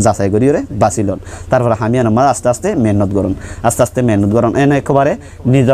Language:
Rohingya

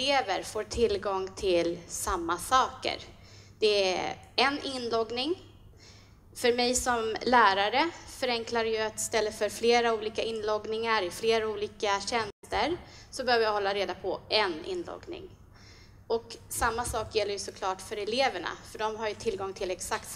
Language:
Swedish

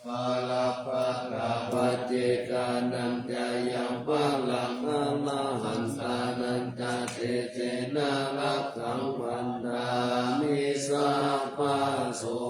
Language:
Pali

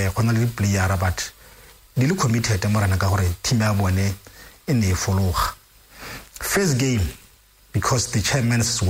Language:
Tswana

